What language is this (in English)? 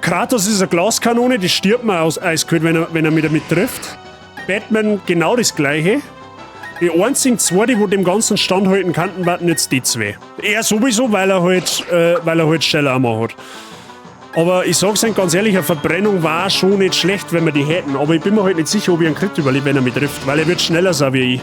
Bavarian